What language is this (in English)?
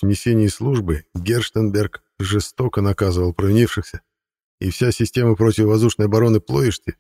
Russian